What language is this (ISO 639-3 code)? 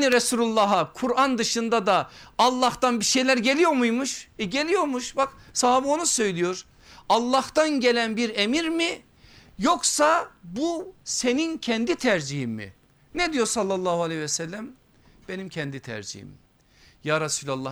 tur